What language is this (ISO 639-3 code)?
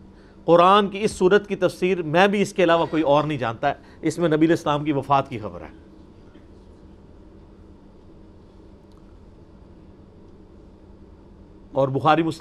urd